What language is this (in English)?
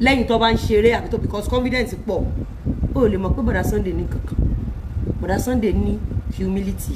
Yoruba